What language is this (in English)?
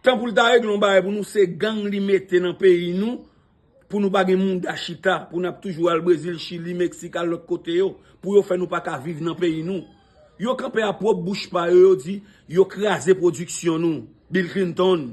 Haitian Creole